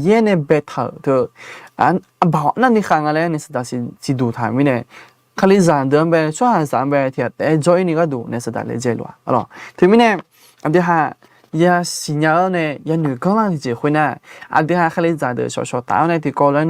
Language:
Akha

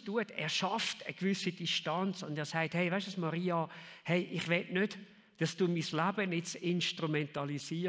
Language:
Swiss German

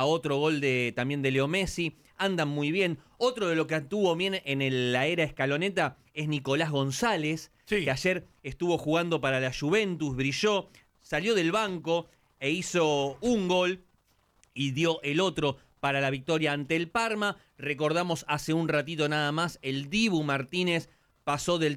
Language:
Spanish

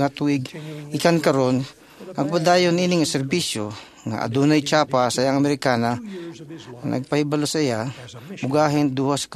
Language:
Cebuano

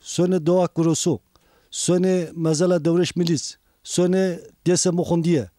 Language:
Zaza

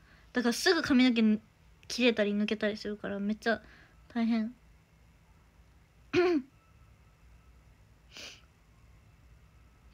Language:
Japanese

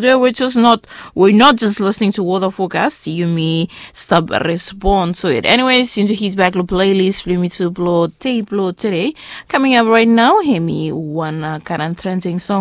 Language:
Bislama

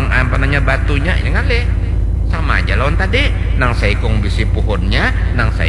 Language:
Banjar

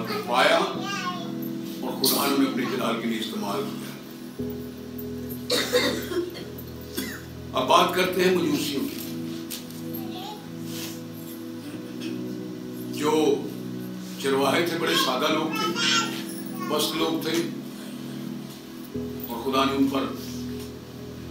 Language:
Urdu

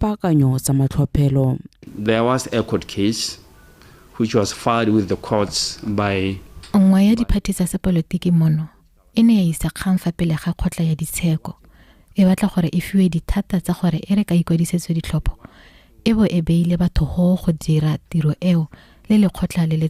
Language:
Tswana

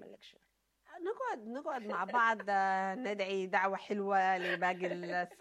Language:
Sudanese Arabic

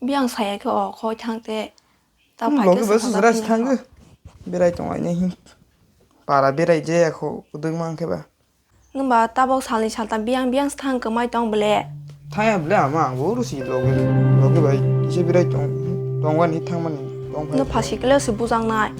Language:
Kok Borok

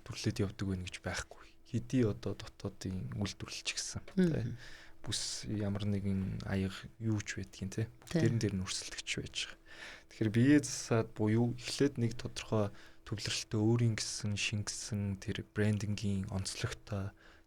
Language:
Mongolian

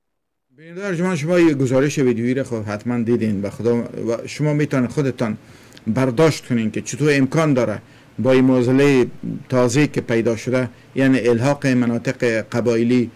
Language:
Persian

